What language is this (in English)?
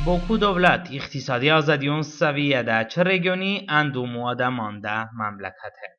Talysh